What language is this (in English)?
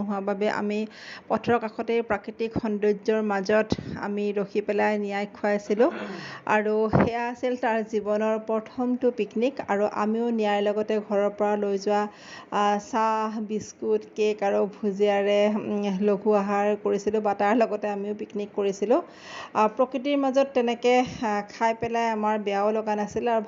Assamese